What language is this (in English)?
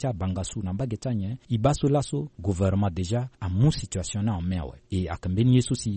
Sango